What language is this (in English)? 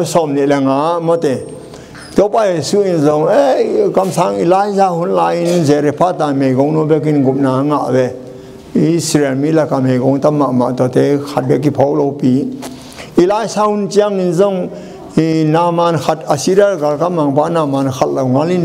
Tedim Chin